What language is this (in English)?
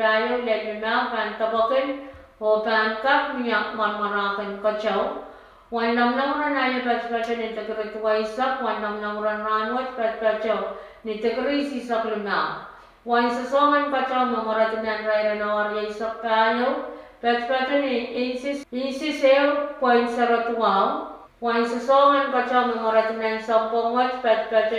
Pohnpeian